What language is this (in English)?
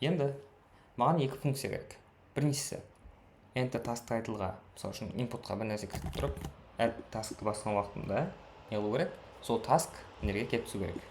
Kara-Kalpak